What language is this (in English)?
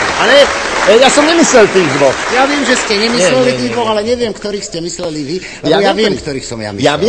Slovak